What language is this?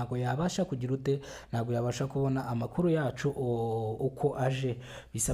Kinyarwanda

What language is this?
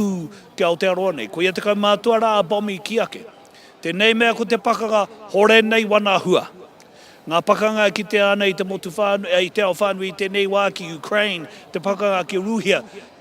Māori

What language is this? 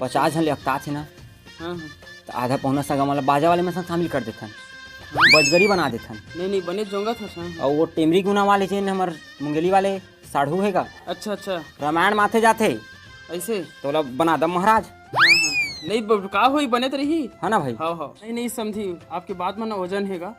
Chhattisgarhi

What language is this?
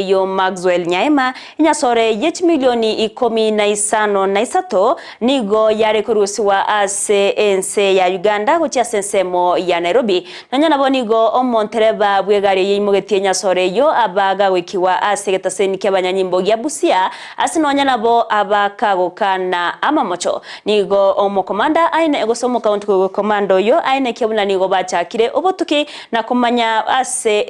Gusii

